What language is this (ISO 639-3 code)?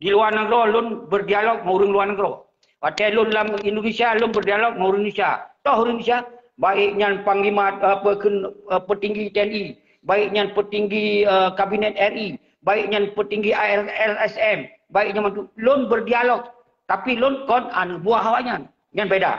ace